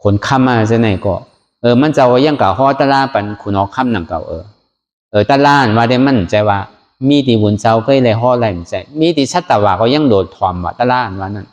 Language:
Shan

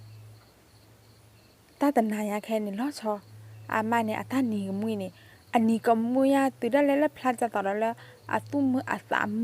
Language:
S'gaw Karen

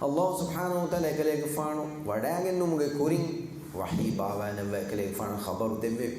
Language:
Divehi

